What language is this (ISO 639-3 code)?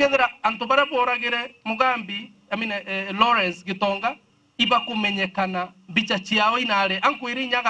mer